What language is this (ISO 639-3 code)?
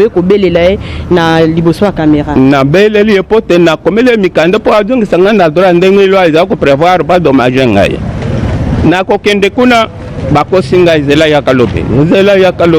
lin